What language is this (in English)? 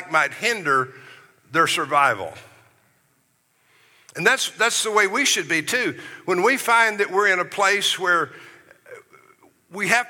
English